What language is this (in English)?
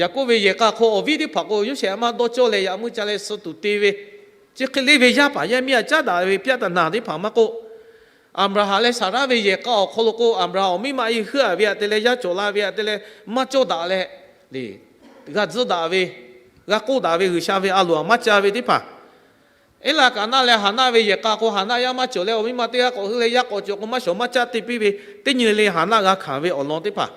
Lahu